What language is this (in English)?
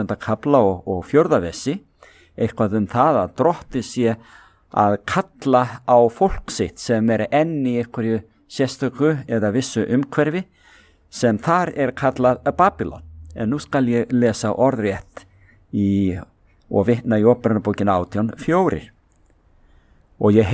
Icelandic